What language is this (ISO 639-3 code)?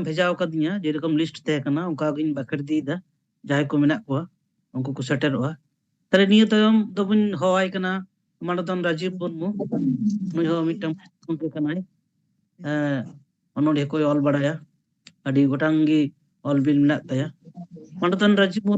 sat